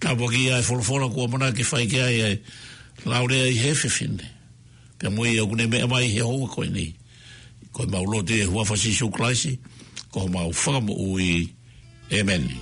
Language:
Tongan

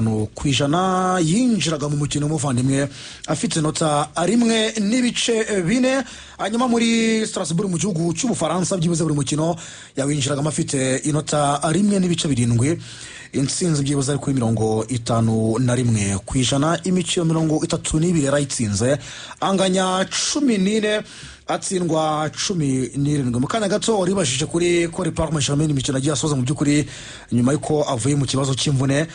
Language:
Kinyarwanda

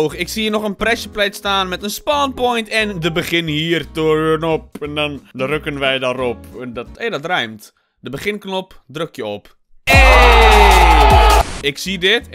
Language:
Dutch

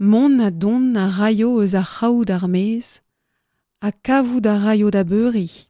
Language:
Breton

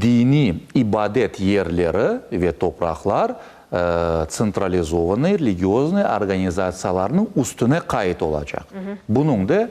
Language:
Crimean Tatar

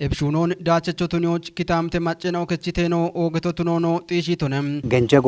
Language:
Kafa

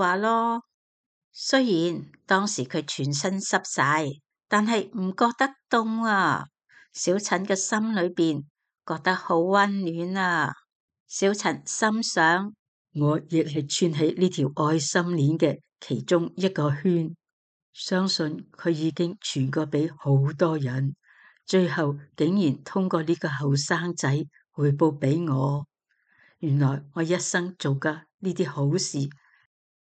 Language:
Cantonese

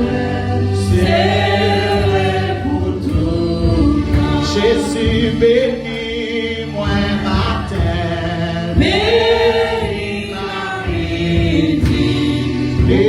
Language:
Haitian Creole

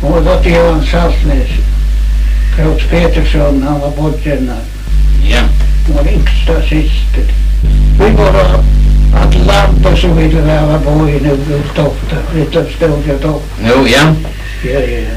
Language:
Faroese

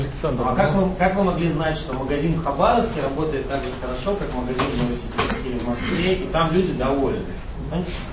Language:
Russian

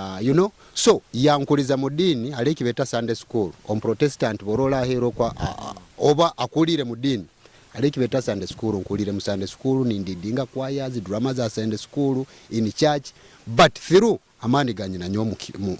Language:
Nyoro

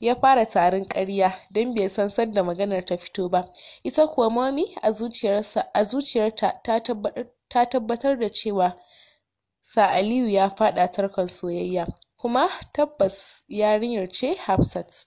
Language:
Hausa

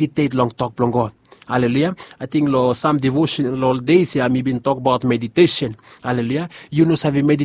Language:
Bislama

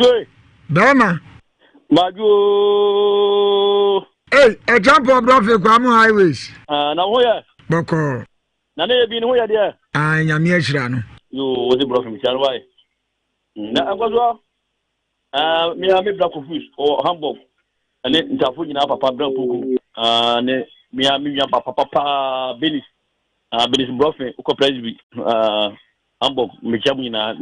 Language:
Akan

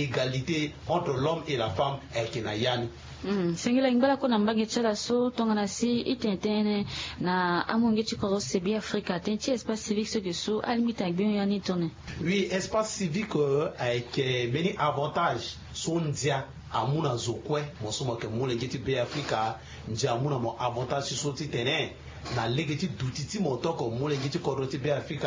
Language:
Sango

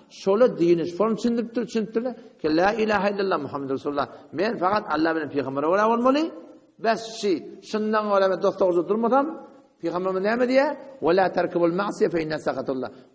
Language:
Turkmen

